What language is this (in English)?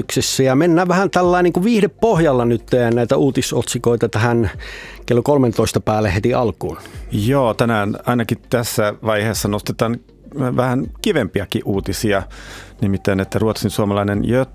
Finnish